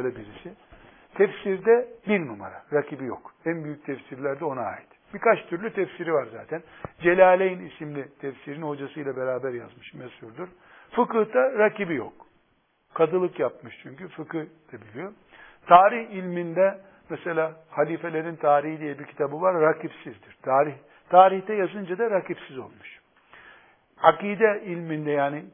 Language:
Turkish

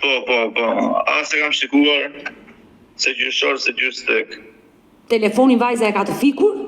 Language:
Albanian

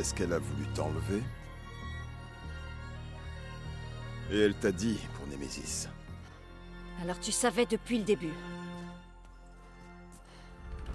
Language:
French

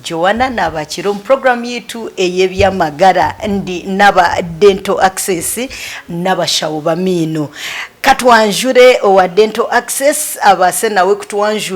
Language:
Nyankole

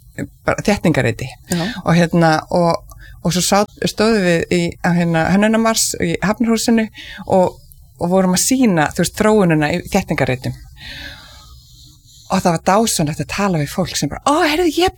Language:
Icelandic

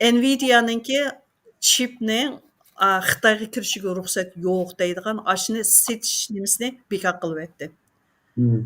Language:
Uyghur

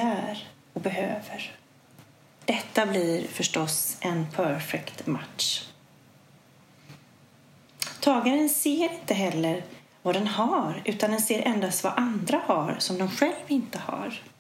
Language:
Swedish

